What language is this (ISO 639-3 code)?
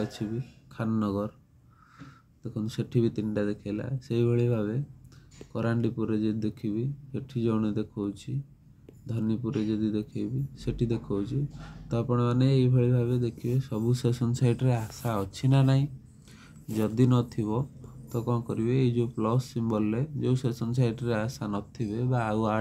ori